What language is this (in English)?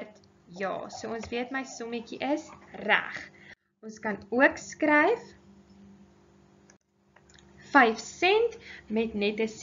Afrikaans